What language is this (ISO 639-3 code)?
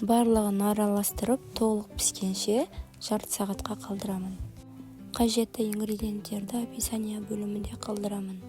kaz